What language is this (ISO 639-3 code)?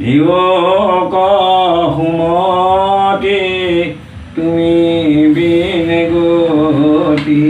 asm